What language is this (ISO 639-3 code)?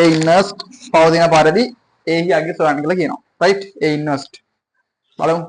sin